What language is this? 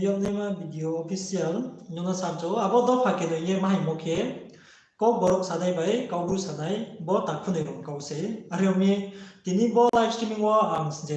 Riang (India)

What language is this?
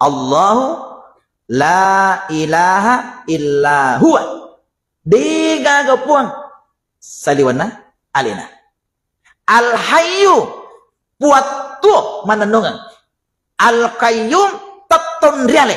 Buginese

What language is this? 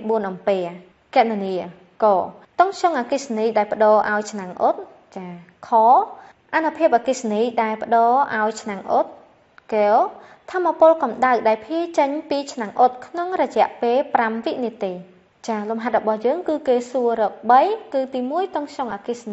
Khmer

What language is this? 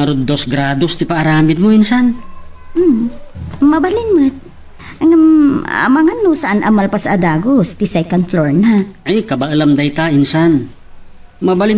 Iloko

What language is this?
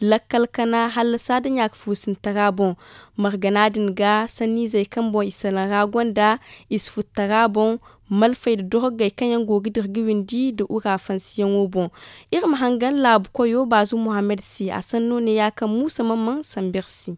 Zarma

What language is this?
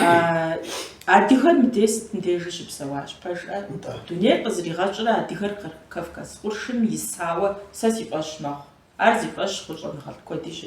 Kabardian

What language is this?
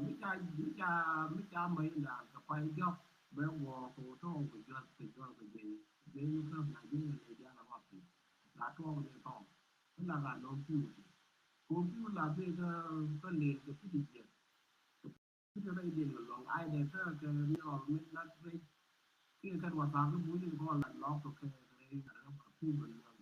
Nuer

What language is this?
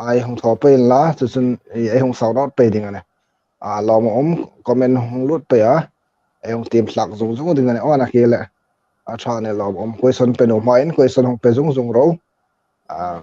Hmar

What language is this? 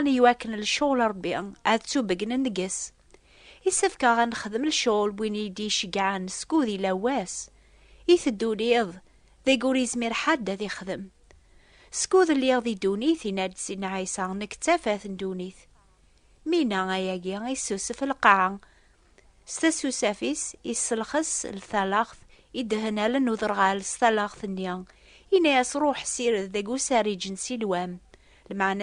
Kabyle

